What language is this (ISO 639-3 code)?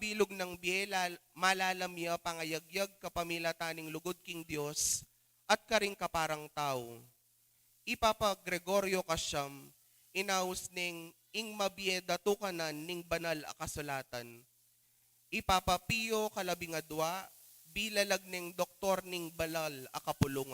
pam